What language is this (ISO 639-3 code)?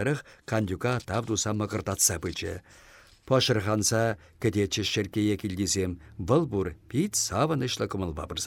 chv